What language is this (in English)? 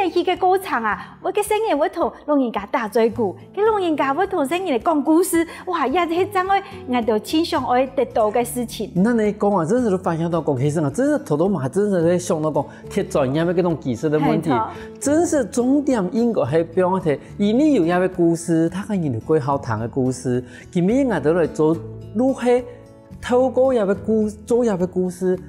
Hakka Chinese